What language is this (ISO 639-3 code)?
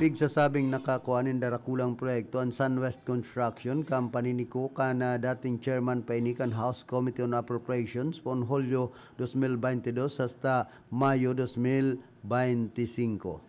bik